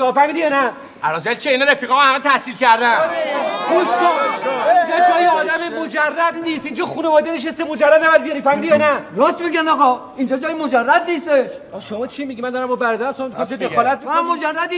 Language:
Persian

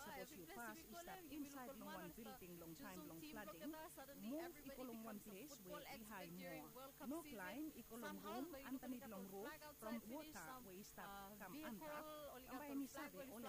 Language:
Bislama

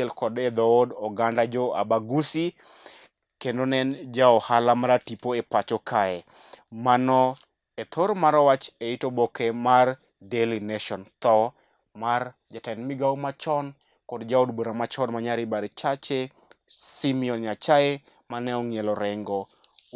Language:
Luo (Kenya and Tanzania)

